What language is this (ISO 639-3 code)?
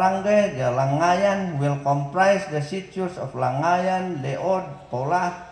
ifu